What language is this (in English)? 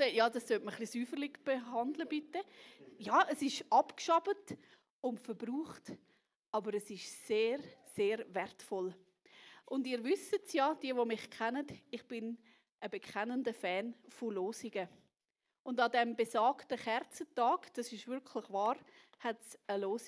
Swiss German